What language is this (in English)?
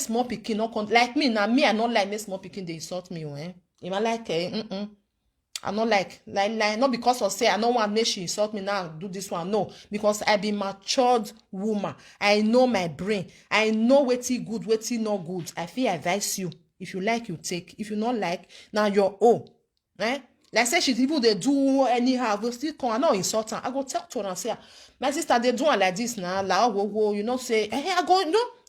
Nigerian Pidgin